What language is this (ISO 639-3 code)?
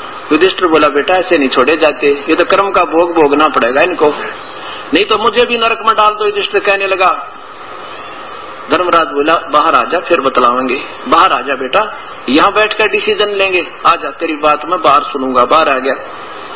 hin